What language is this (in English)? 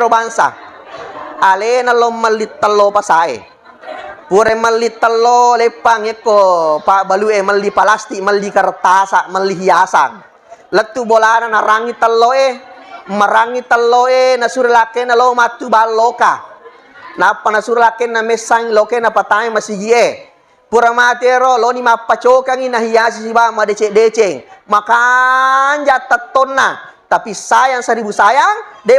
Buginese